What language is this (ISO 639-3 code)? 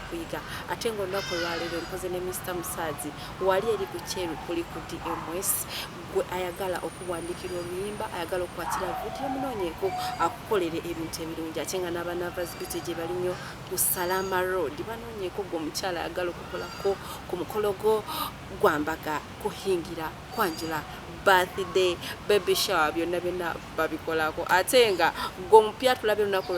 lug